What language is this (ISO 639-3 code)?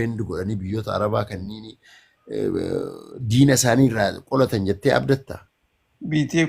orm